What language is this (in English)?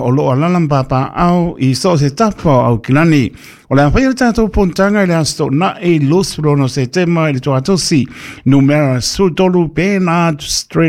Samoan